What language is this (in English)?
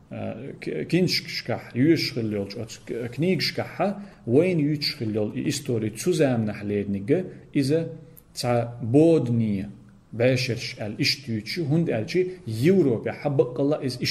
Chechen